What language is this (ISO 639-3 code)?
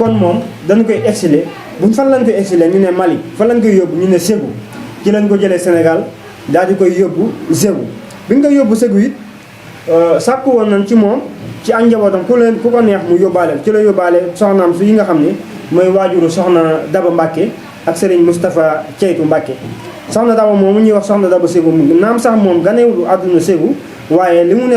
wol